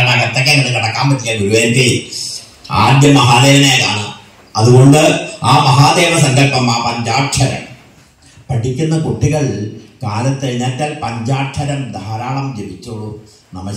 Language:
Malayalam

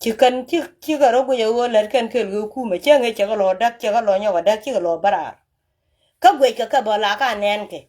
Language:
Nuer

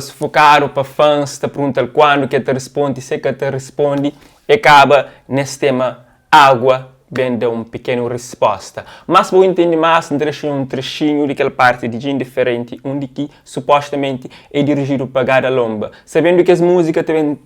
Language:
Kabuverdianu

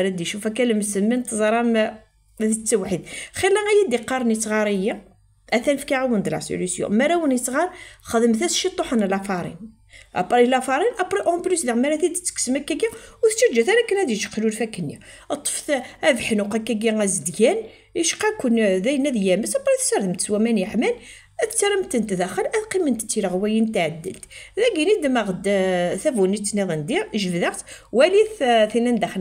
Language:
Kabyle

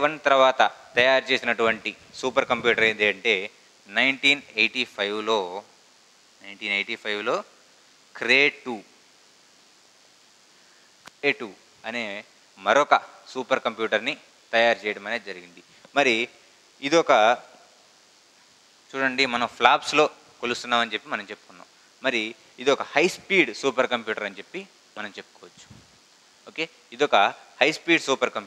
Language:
Telugu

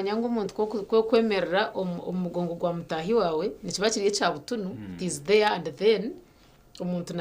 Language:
Nyankole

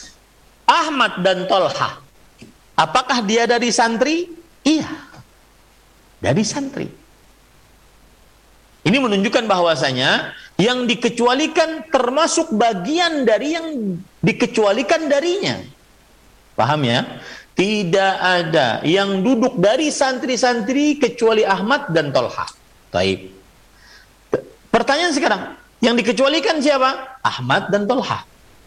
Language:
Indonesian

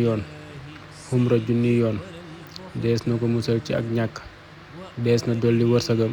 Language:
Wolof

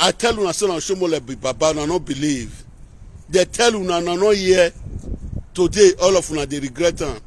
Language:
Nigerian Pidgin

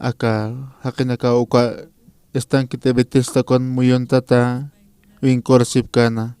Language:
Aymara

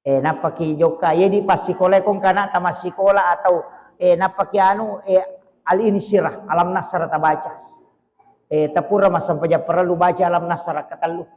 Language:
Buginese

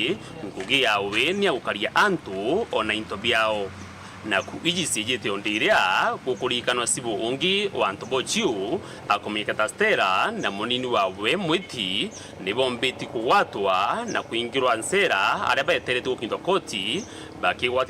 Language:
Meru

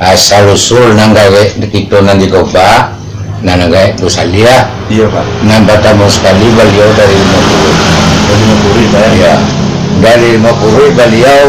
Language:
Minangkabau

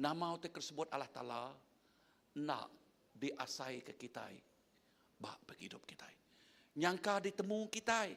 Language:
Iban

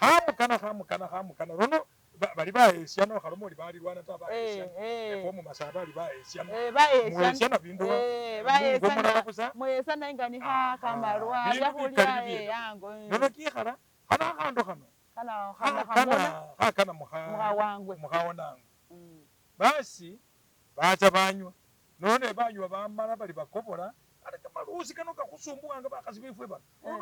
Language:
Masaaba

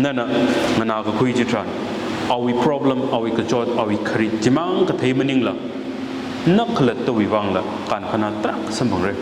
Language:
Tangkhul Naga (India)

